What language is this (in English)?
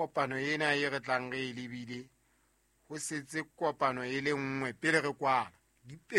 Southern Sotho